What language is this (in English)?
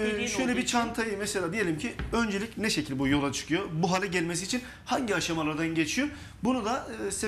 Turkish